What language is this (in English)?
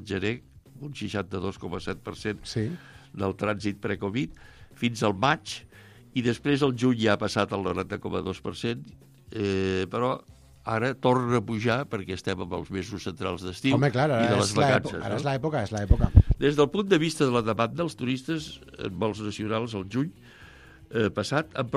Catalan